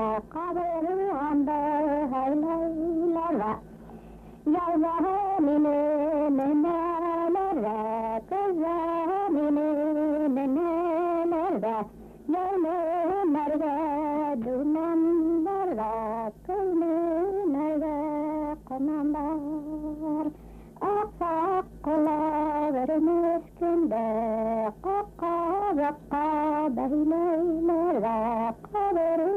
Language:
Bashkir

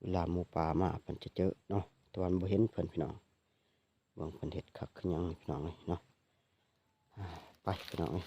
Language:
Lao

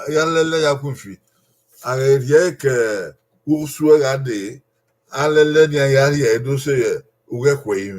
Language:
Bini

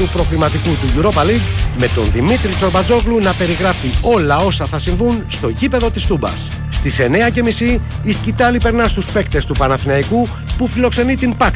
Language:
Greek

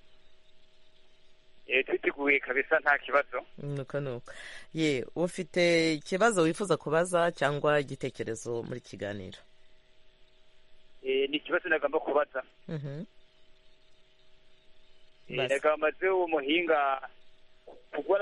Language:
Kinyarwanda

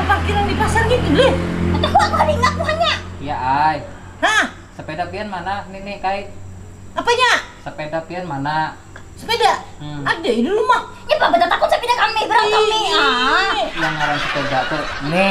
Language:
Banjar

